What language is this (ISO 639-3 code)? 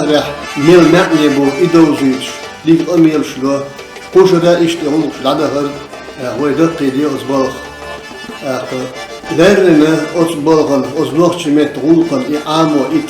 che